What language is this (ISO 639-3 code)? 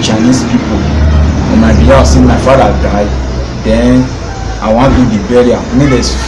pcm